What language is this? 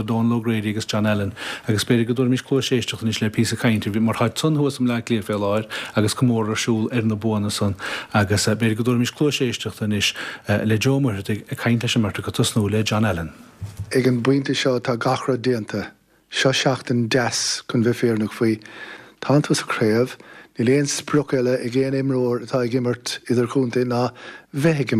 Irish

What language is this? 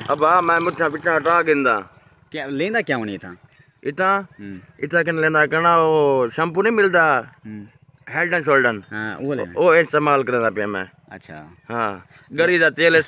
Saraiki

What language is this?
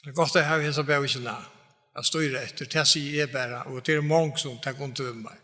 Faroese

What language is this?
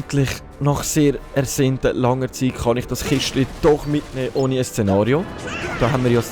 Swiss German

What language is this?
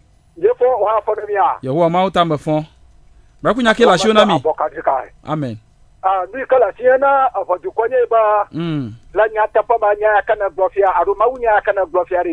Ewe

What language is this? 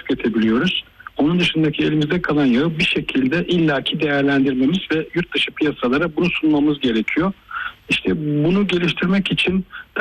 Turkish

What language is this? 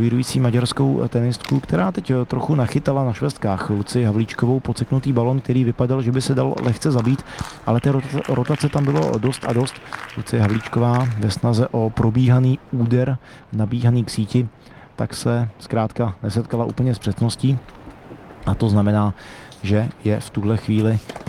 Czech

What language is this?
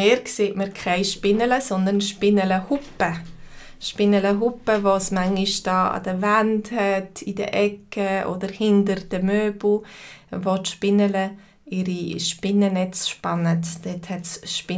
Swiss German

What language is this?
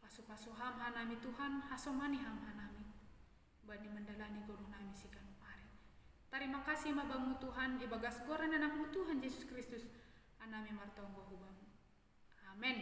Batak Simalungun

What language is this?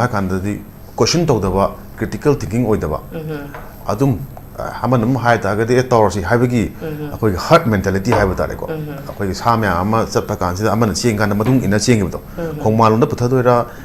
Manipuri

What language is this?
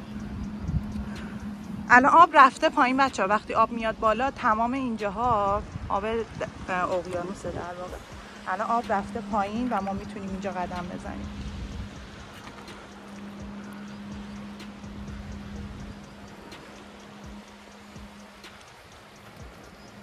Persian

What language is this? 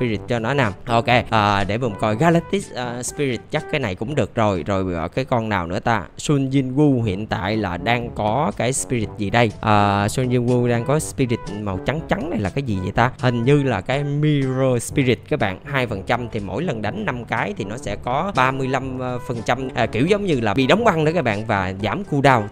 Vietnamese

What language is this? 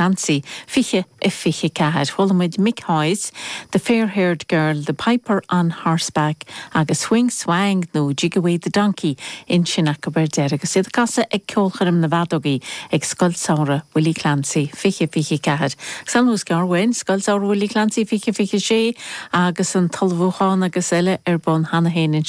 Irish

